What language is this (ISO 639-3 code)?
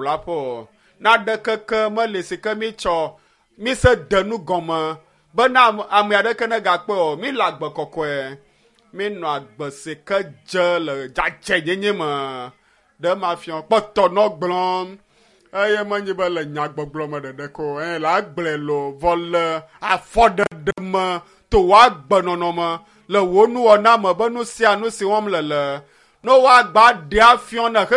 ewe